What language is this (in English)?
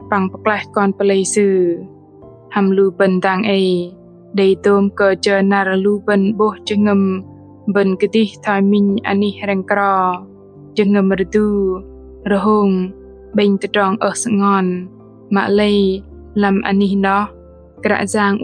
Bahnar